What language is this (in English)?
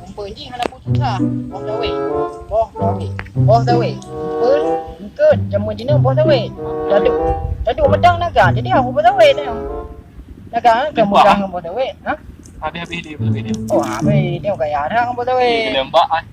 Achinese